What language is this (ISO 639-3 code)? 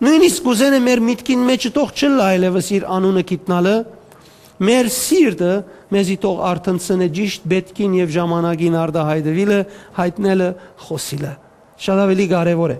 hyw